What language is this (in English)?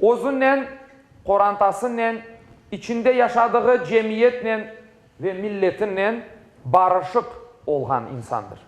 Crimean Tatar